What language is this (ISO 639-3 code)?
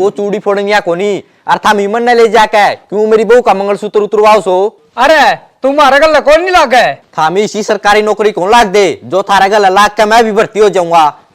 bgc